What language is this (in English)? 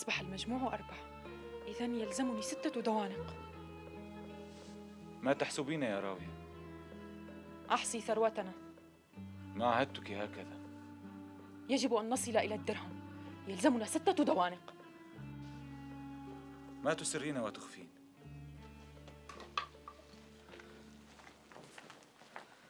Arabic